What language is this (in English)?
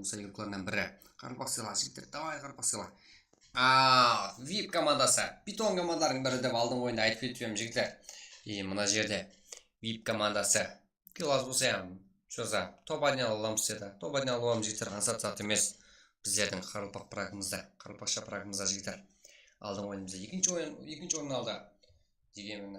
Kara-Kalpak